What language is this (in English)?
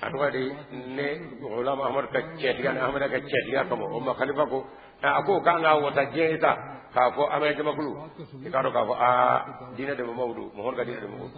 Bambara